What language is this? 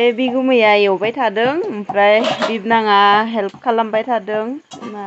Bodo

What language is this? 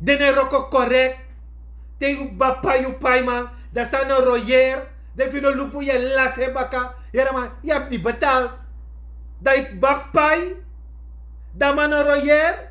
Sranan Tongo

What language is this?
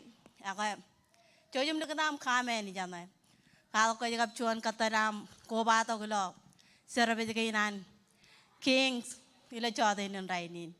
Marshallese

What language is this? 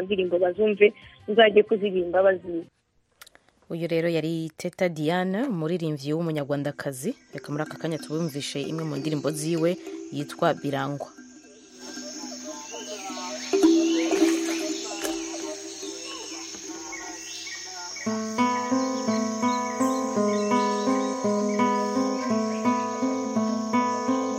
Kinyarwanda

